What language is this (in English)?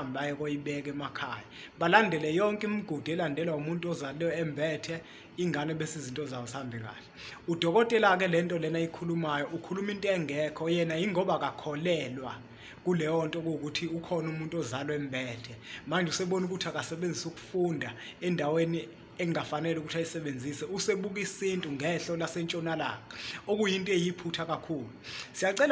Zulu